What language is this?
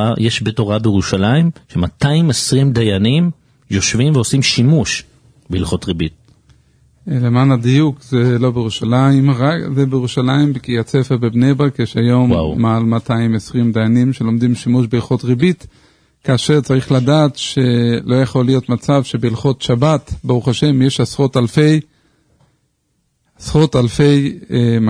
Hebrew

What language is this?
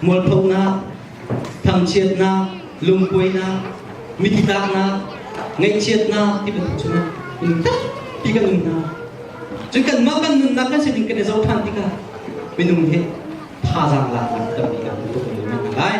Hakha Chin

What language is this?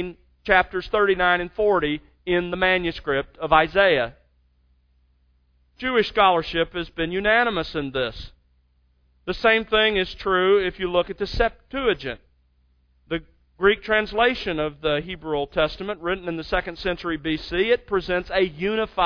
English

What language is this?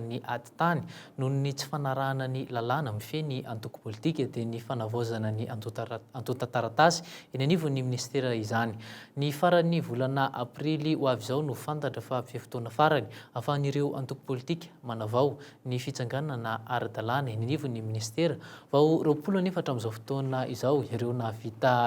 Malagasy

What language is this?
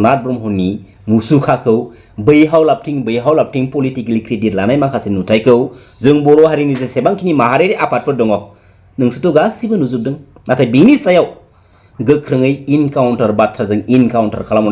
Bodo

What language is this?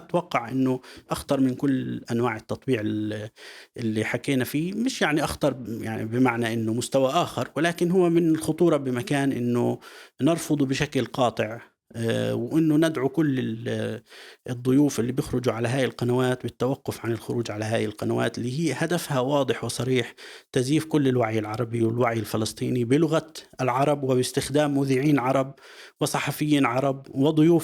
North Levantine Arabic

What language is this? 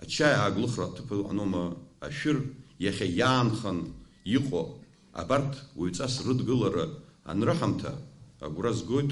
Abkhazian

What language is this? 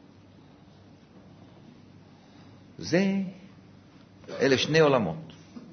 Hebrew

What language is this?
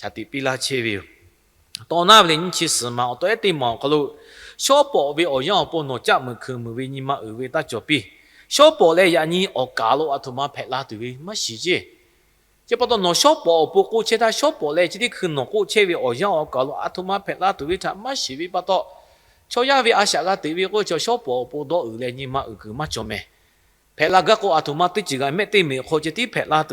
Lahu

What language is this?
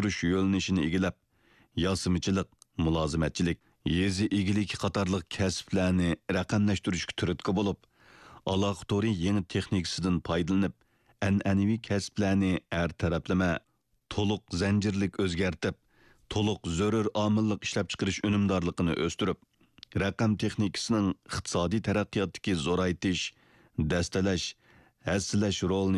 Uyghur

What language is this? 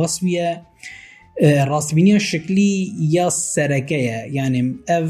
Kurdish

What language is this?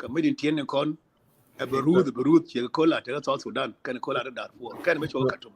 Nuer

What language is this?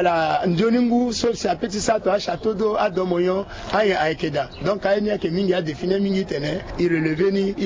Sango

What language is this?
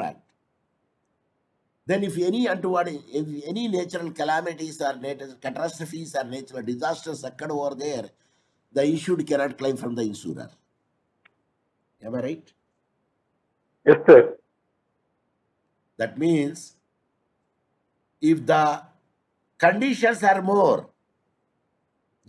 English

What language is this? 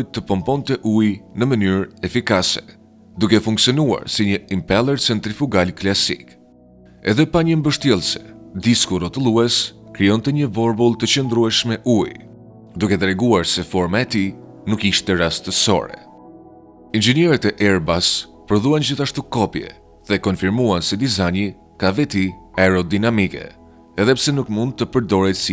Albanian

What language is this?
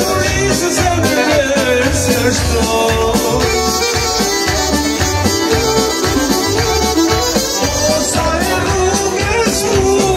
Gheg Albanian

